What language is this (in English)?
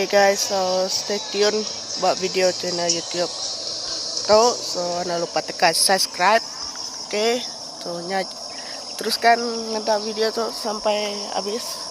Iban